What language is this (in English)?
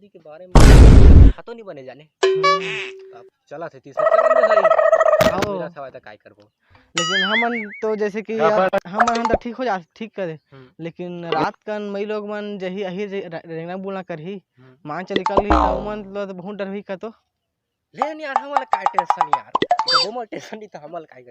Chhattisgarhi